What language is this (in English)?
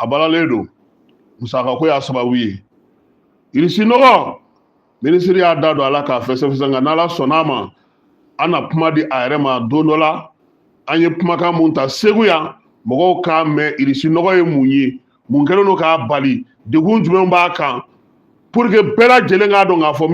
Bambara